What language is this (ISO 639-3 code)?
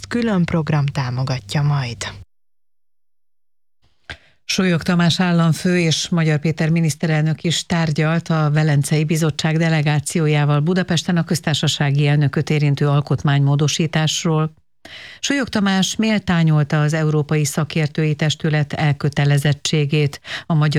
hun